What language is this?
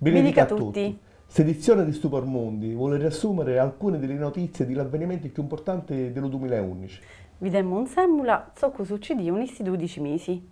Sicilian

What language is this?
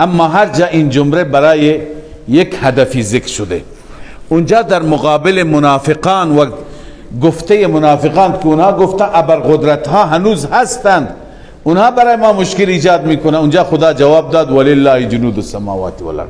Persian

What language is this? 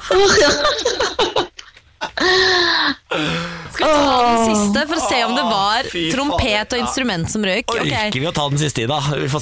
Norwegian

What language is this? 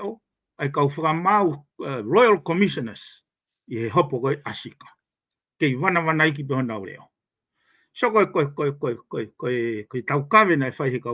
Tongan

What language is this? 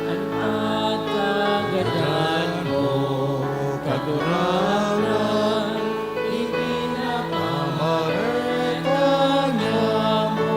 Bikol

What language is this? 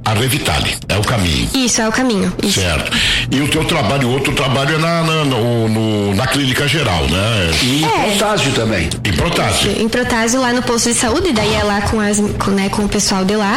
Portuguese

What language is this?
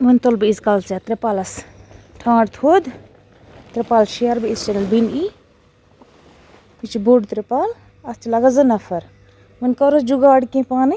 Kashmiri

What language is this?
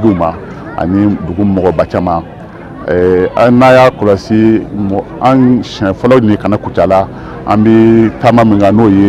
Bambara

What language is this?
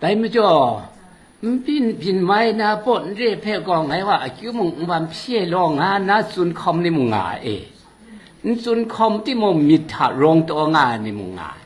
Kachin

